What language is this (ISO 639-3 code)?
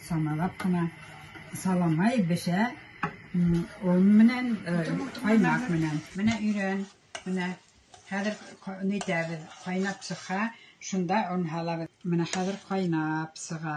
bak